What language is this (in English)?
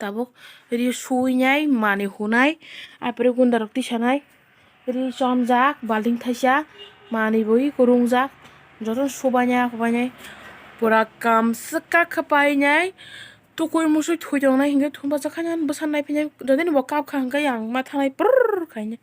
Kok Borok